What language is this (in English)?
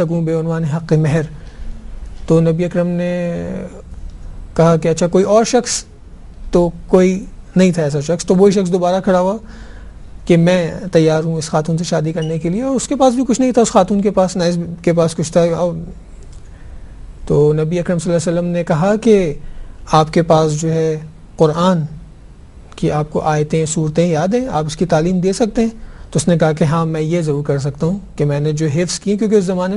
Urdu